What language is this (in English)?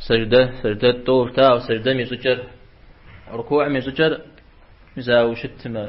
Kabardian